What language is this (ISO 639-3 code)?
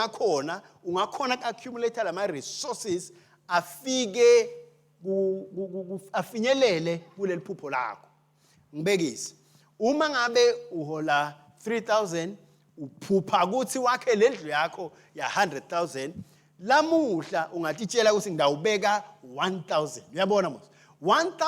ssw